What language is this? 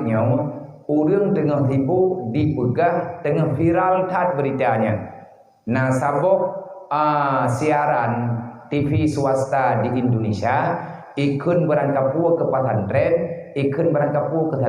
Achinese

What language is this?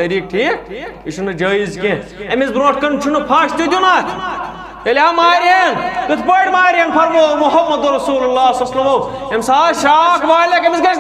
Kashmiri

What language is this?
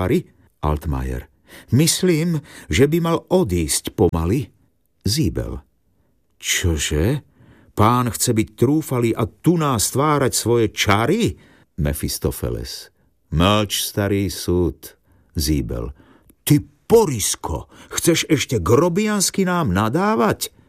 Slovak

